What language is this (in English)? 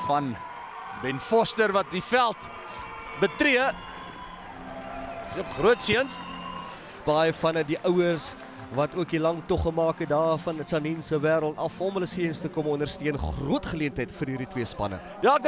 Afrikaans